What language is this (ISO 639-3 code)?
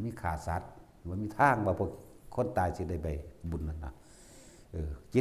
lao